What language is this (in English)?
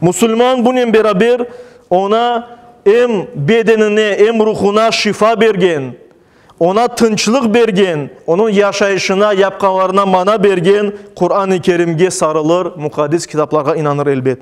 Crimean Tatar